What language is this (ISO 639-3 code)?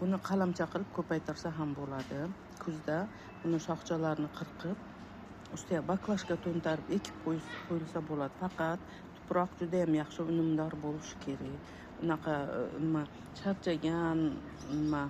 uzb